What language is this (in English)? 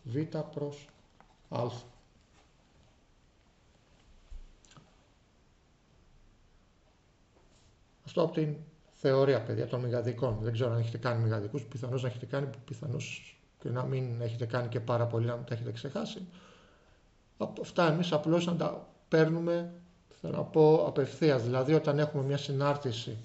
Greek